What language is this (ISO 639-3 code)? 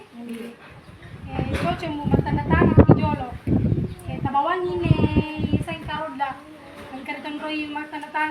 bug